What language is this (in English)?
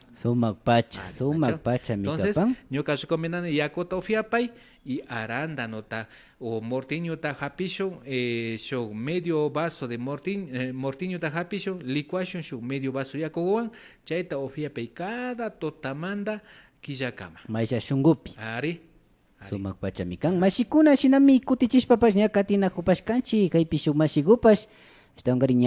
Imbabura Highland Quichua